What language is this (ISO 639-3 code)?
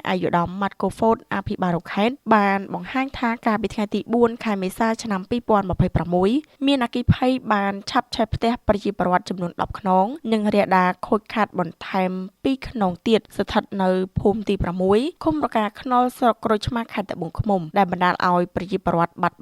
khm